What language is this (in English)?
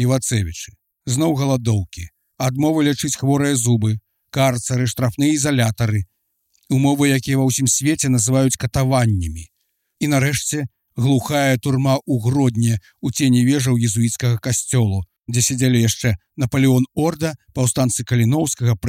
Belarusian